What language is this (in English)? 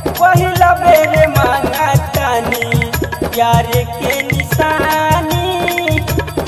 Bhojpuri